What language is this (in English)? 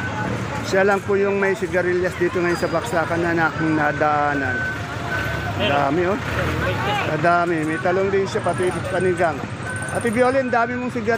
Filipino